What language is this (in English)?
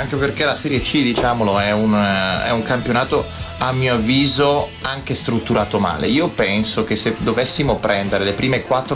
Italian